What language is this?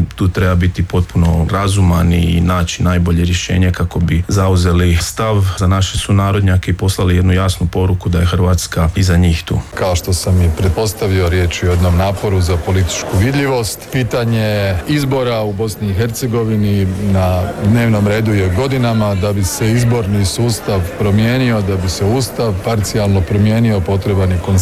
Croatian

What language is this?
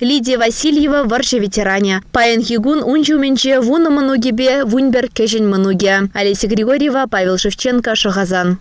Chuvash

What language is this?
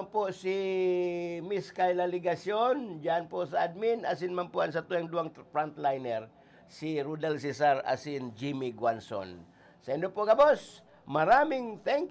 Bikol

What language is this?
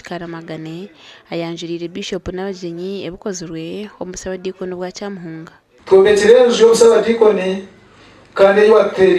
Nyankole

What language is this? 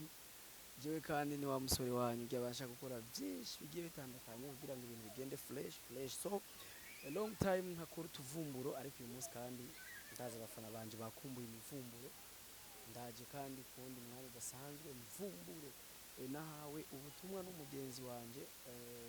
Rundi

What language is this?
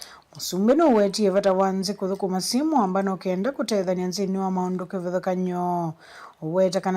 Kamba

